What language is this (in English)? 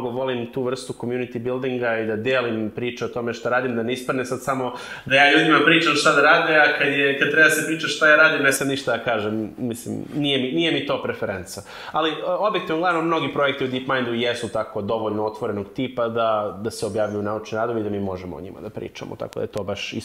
Serbian